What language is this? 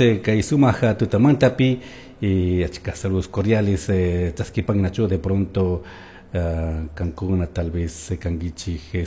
Chimborazo Highland Quichua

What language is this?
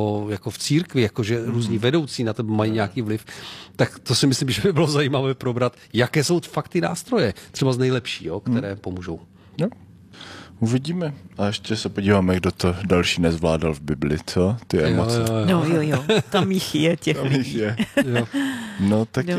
Czech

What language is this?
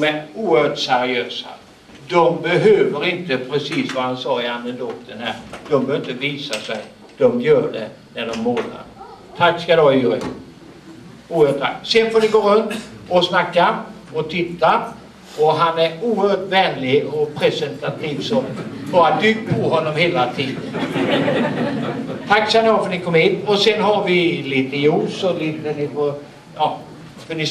Swedish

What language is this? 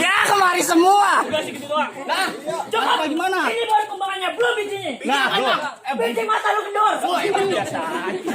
Betawi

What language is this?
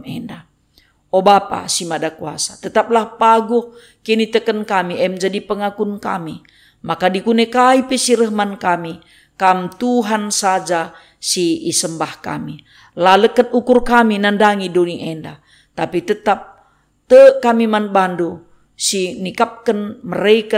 Batak Karo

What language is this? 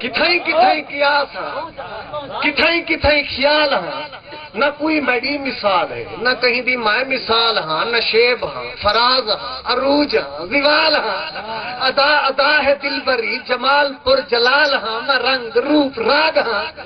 Saraiki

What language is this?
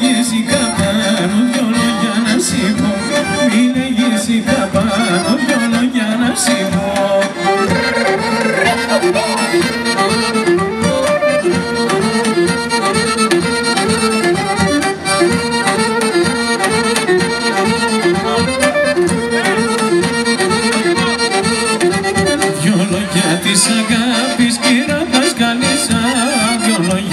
Greek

